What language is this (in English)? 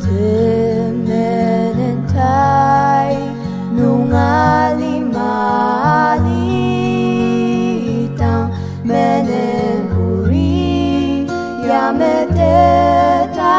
Ao Naga